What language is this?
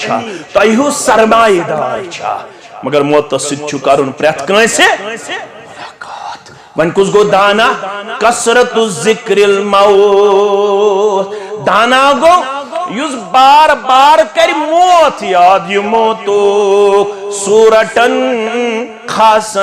Kashmiri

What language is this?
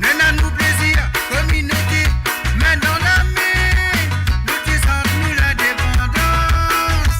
Morisyen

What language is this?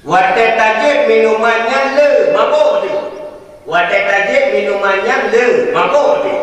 Achinese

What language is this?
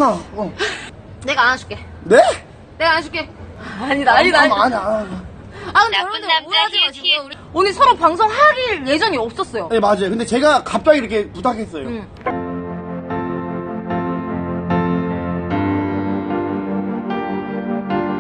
Korean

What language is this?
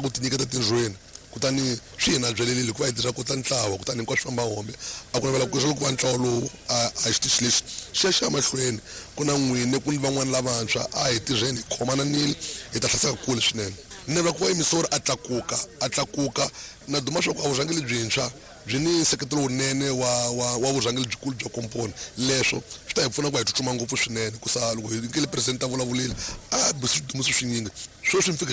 Tsonga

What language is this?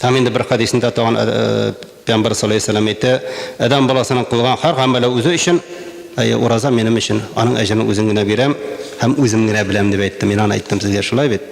Tatar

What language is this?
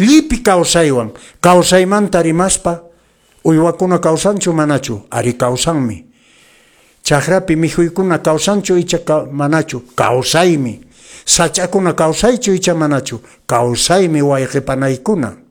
Quechua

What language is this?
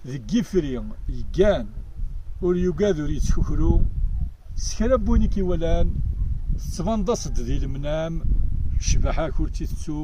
Kabyle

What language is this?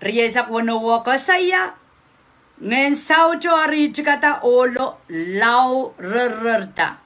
Pohnpeian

